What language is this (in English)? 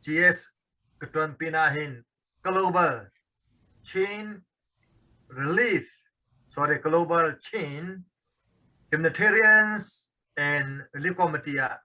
Hakha Chin